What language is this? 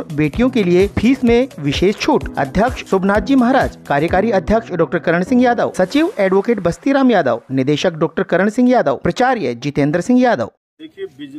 Hindi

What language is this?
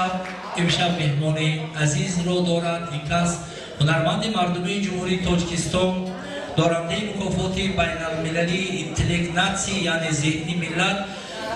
Tajik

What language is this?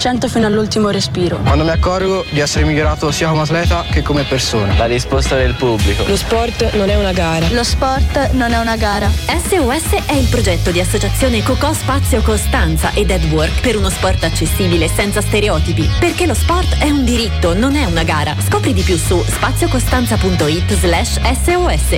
Italian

